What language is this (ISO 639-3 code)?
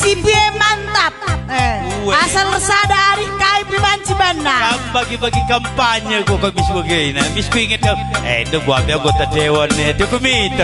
btx